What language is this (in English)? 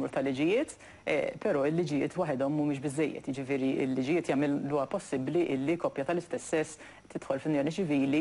Maltese